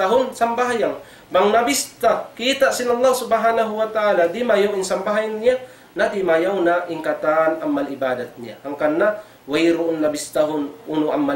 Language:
Tausug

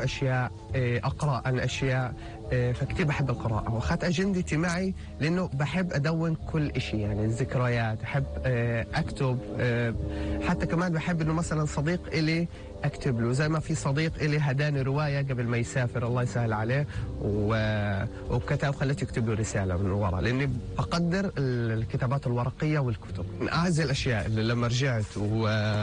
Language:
North Levantine Arabic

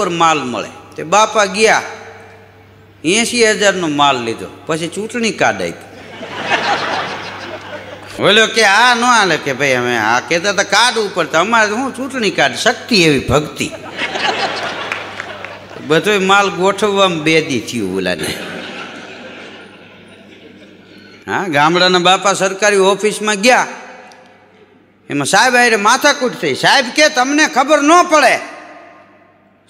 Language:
Gujarati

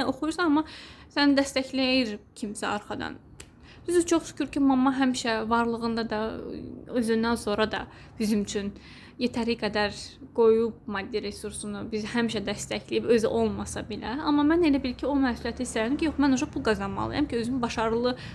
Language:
Azerbaijani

